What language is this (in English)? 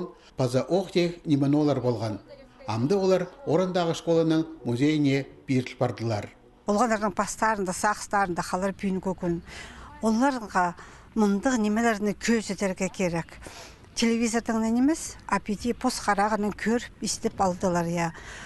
Khakas